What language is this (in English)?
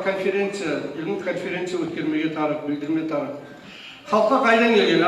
Kumyk